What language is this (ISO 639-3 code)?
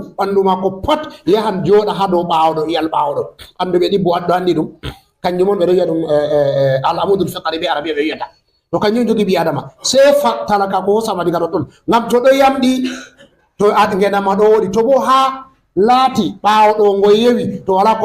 ful